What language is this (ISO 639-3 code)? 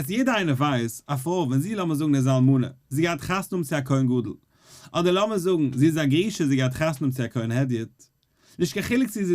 yid